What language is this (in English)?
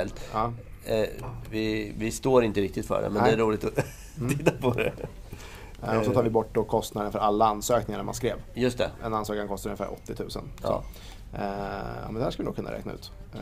Swedish